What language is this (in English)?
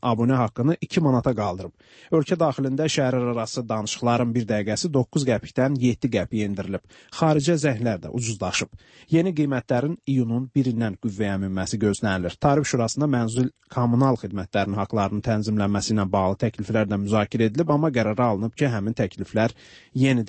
Azerbaijani